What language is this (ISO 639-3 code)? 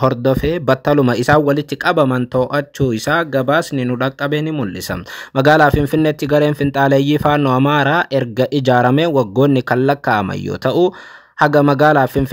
orm